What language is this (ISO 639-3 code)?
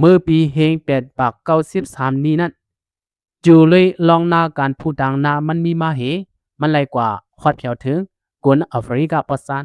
shn